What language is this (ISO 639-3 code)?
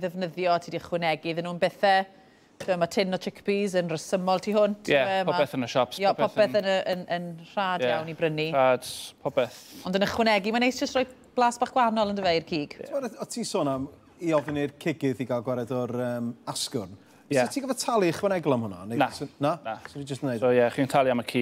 cym